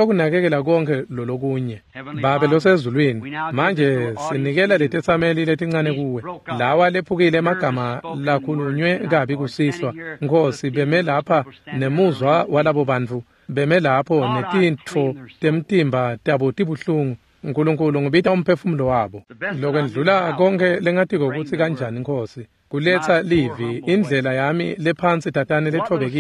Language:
Swati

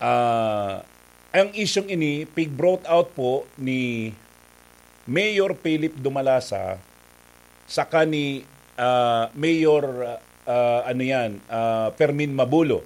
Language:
Bikol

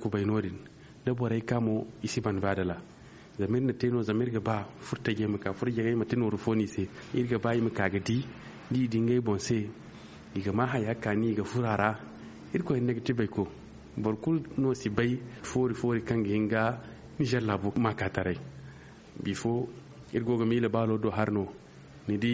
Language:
Zarma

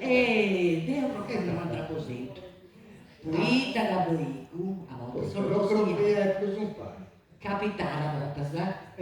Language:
Sardinian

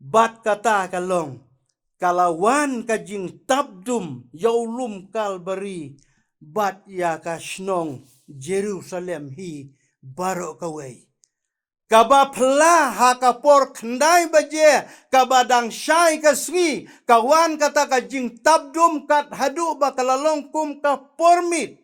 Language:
Khasi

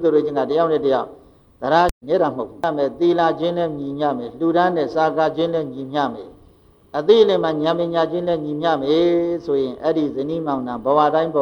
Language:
Burmese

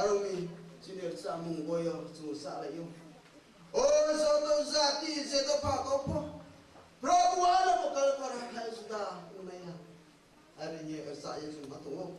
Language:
Riang (India)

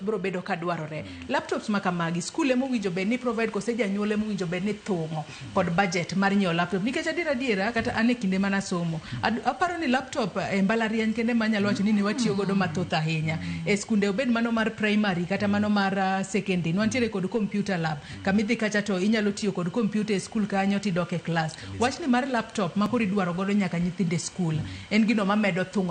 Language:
Luo (Kenya and Tanzania)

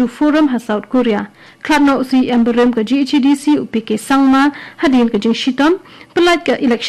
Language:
Khasi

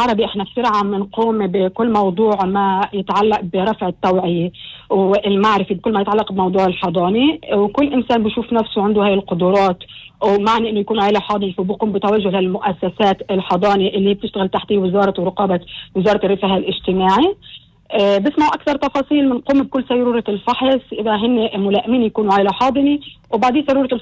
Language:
North Levantine Arabic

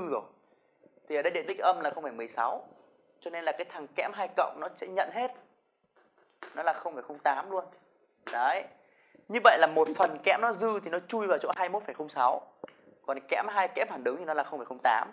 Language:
Vietnamese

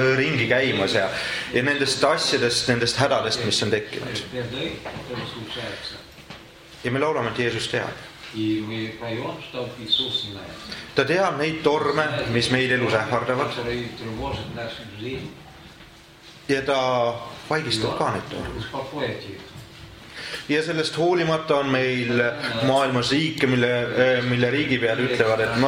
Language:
Estonian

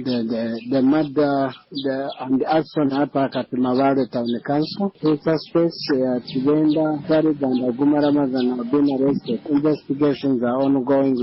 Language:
Nyoro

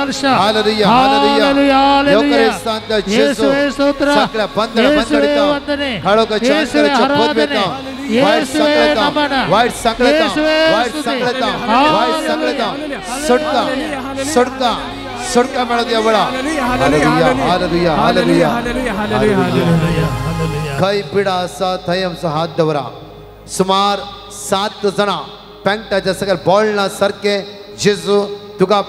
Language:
Konkani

